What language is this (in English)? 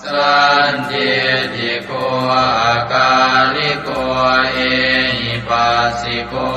Pali